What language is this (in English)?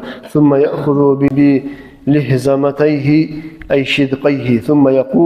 Kumyk